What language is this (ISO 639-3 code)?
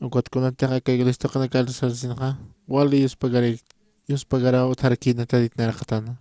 aym